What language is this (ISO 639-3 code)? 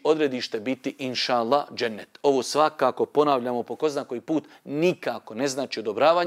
bos